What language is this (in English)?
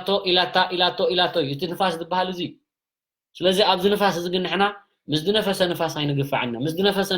Tigrinya